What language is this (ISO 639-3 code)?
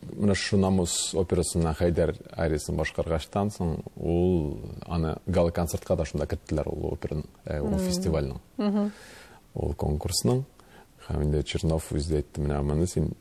tat